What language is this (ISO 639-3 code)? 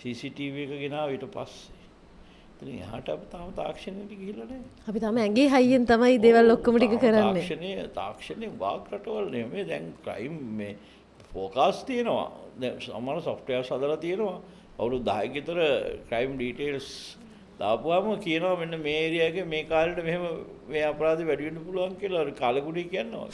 sin